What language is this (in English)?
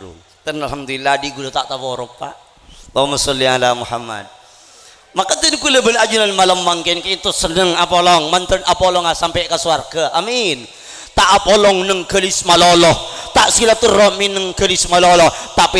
Madurese